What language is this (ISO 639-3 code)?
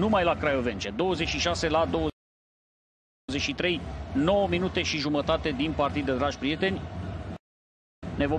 ron